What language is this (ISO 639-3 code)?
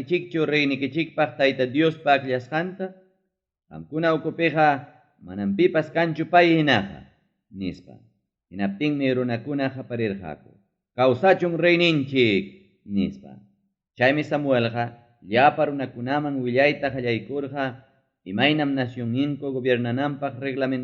quy